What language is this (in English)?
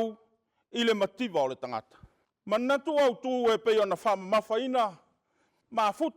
Samoan